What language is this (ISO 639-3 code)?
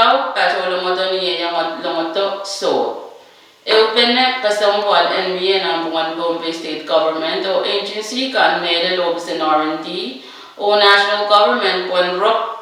pon